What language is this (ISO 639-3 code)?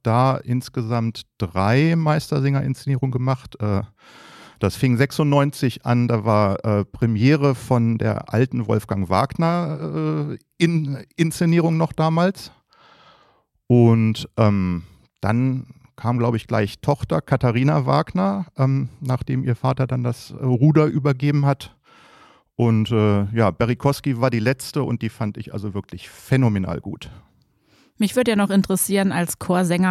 deu